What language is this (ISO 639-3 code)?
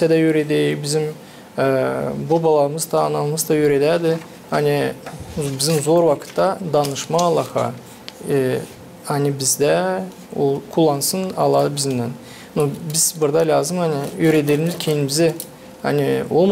gag